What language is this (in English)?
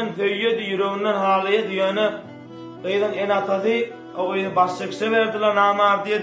Turkmen